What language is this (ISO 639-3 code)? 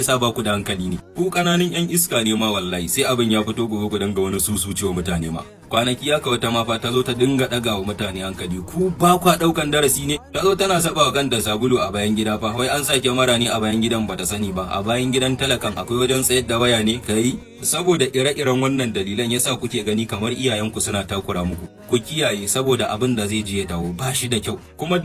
hau